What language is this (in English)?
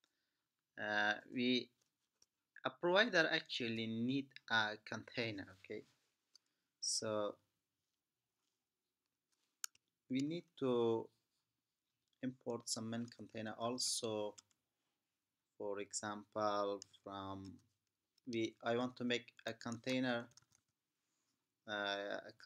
English